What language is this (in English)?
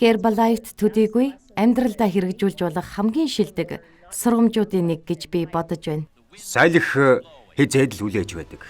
Mongolian